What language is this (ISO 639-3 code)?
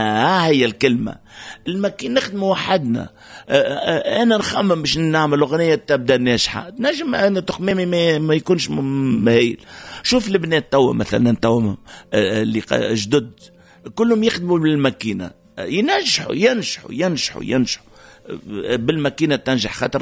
aeb